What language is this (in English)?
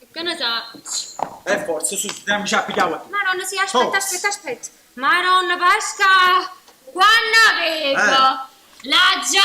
Neapolitan